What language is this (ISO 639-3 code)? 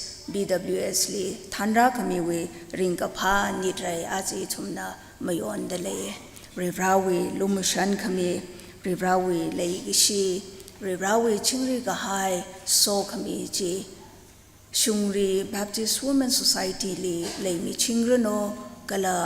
nmf